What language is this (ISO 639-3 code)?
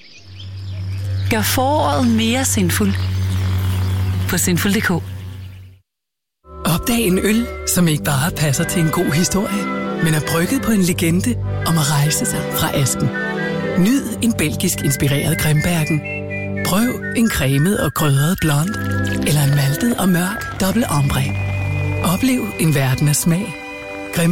dan